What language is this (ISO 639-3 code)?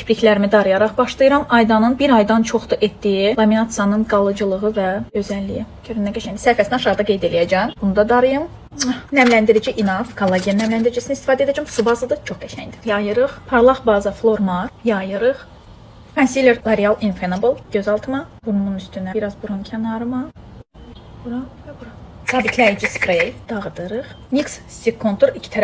aze